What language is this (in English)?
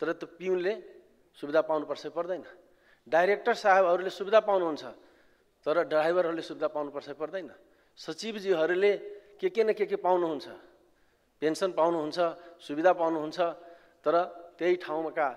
Nepali